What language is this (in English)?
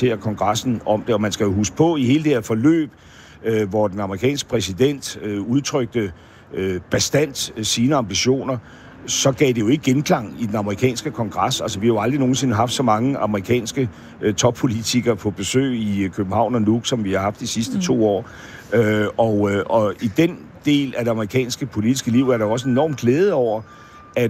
Danish